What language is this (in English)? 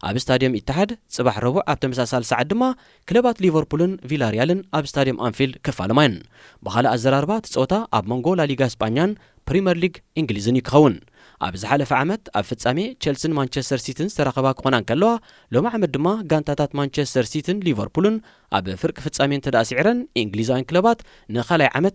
Tigrinya